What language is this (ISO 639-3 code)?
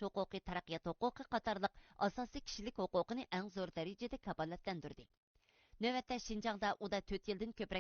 uig